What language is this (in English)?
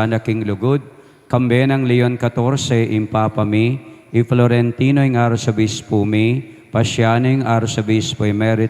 Pampanga